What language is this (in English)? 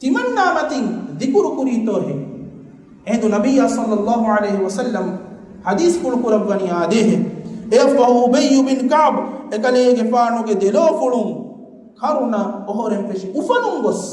Divehi